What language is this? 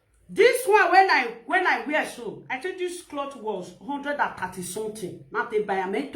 Nigerian Pidgin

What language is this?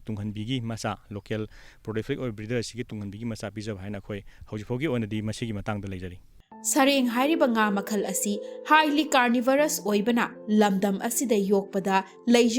Manipuri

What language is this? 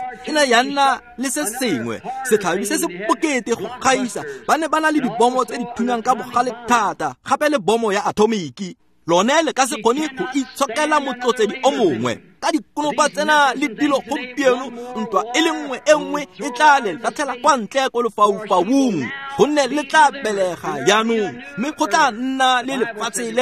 Tswana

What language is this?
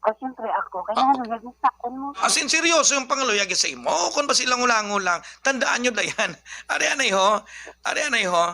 Hiligaynon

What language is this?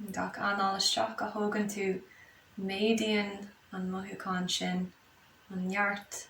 Irish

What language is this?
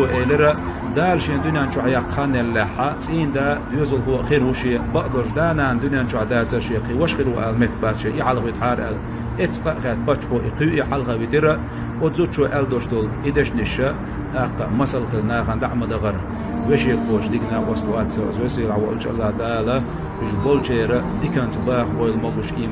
Chechen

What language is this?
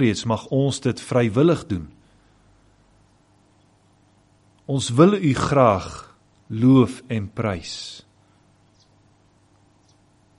Afrikaans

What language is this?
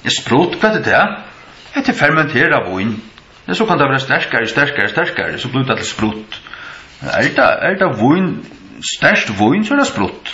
Faroese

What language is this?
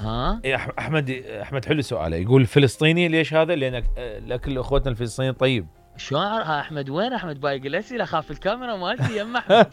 Mesopotamian Arabic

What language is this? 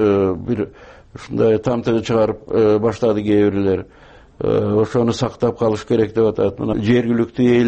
Kyrgyz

